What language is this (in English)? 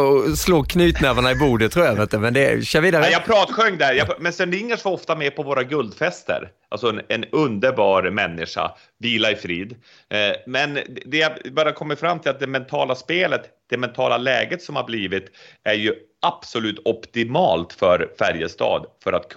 Swedish